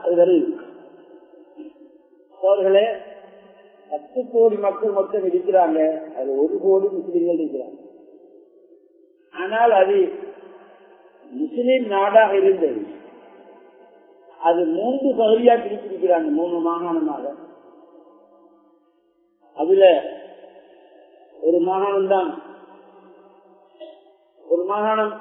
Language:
Tamil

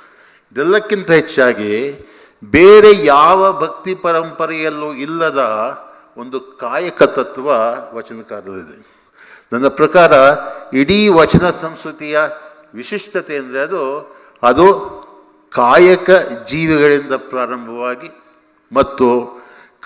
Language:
Kannada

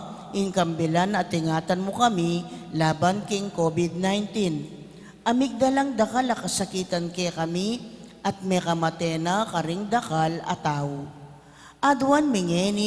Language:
Pampanga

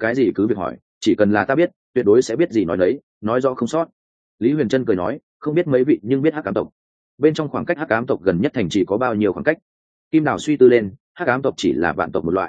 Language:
Vietnamese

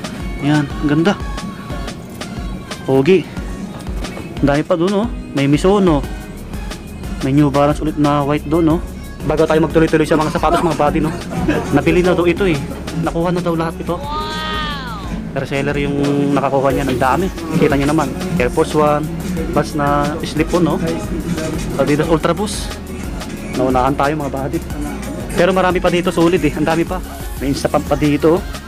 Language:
Filipino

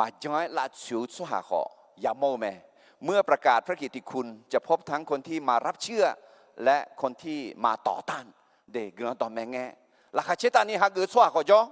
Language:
Akha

